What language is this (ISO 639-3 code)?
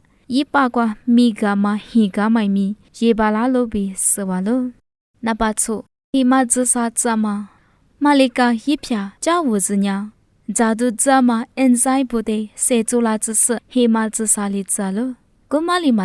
lis